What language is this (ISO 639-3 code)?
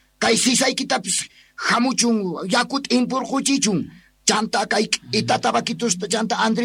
que